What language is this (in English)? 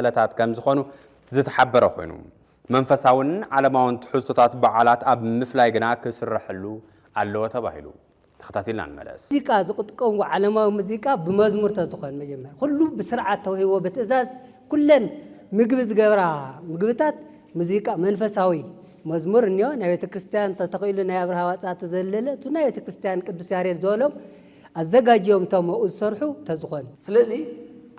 Tigrinya